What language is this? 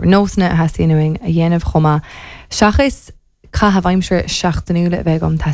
Irish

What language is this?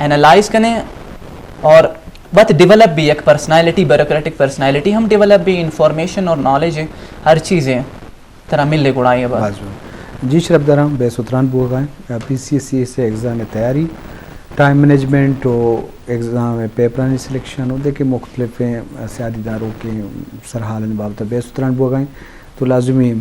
Eastern Balochi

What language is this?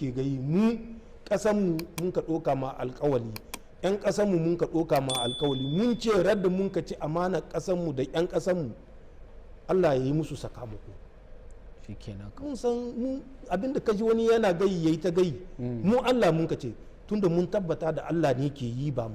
Hausa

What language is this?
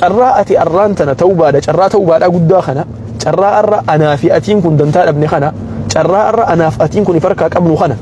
Oromo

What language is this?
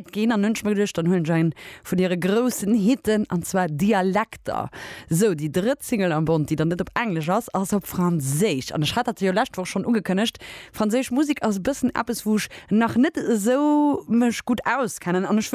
Luxembourgish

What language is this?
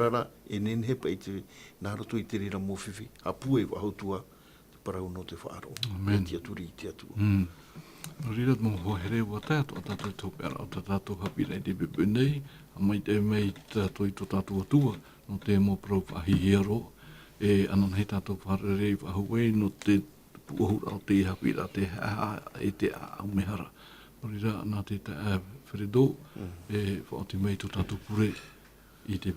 Tahitian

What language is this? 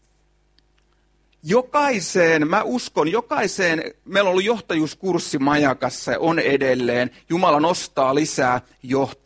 Finnish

